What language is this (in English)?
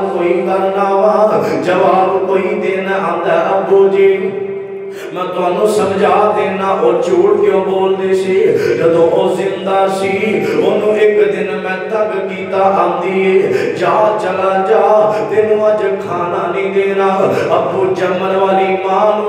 Western Panjabi